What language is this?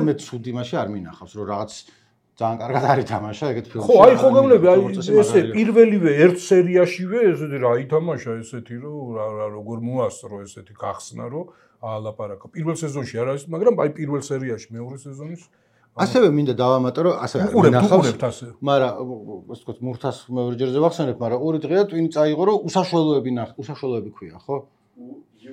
Georgian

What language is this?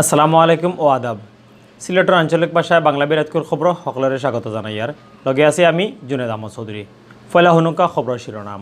Sylheti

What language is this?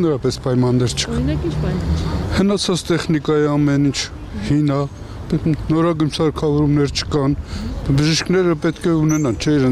Armenian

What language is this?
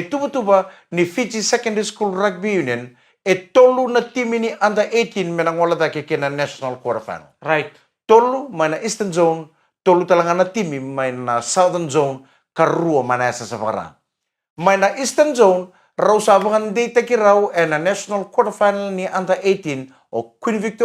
Fijian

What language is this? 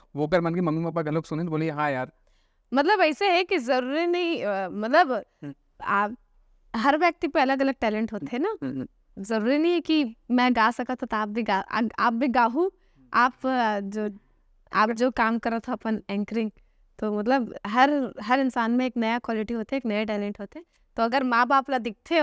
Chhattisgarhi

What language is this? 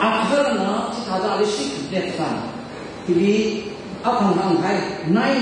Tangkhul Naga (India)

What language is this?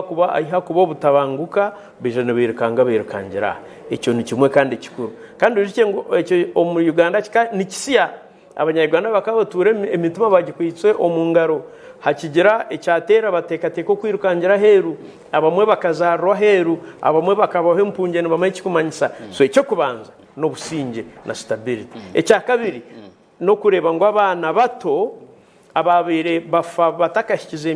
Nyankole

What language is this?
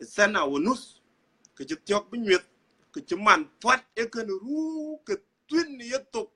Dinka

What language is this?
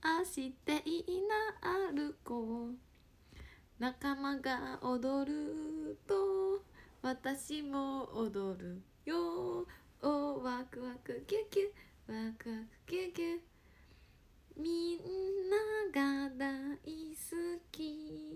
Japanese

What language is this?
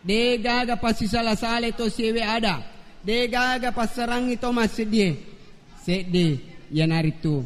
Buginese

